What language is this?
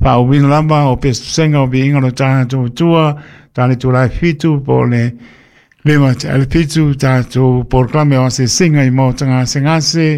Samoan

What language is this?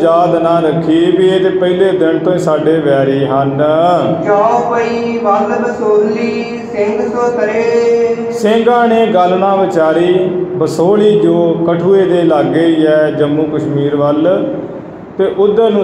Punjabi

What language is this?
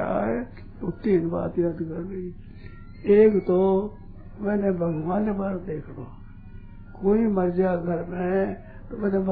Hindi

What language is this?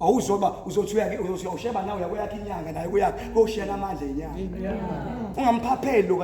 Zulu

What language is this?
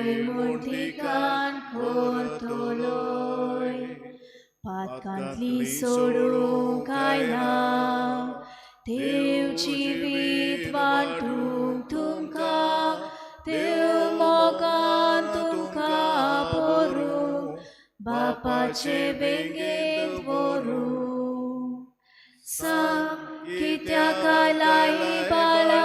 Konkani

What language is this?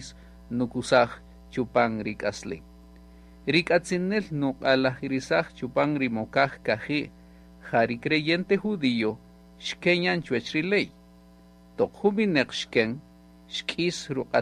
Kaqchikel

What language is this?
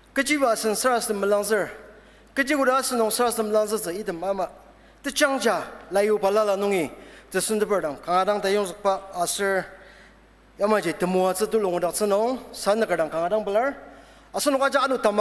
Ao Naga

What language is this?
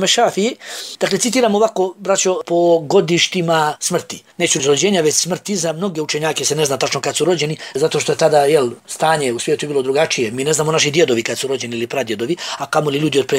Bosnian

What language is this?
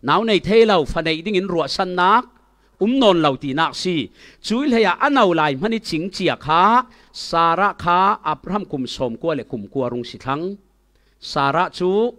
Falam Chin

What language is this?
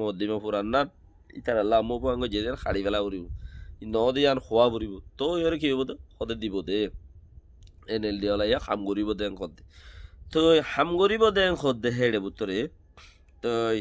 Rohingya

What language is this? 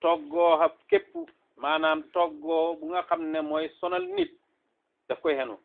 Wolof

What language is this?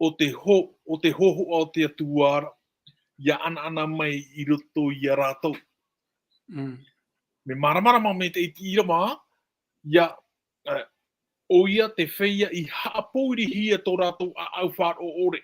Tahitian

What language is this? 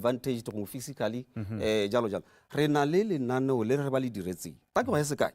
Tswana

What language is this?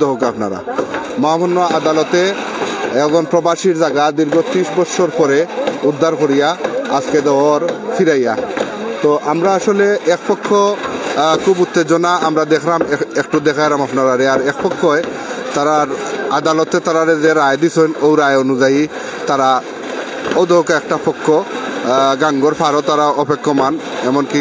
Sylheti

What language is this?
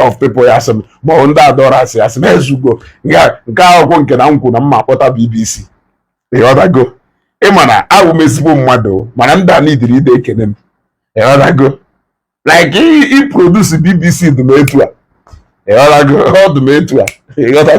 Igbo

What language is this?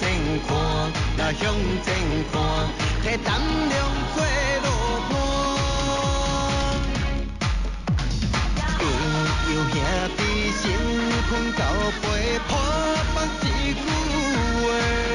Min Nan Chinese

